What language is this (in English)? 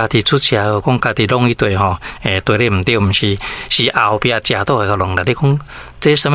Min Nan Chinese